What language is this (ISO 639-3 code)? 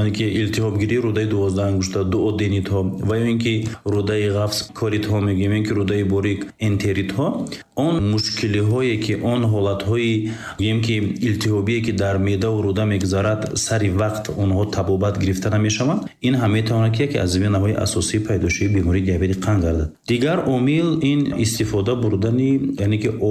tgk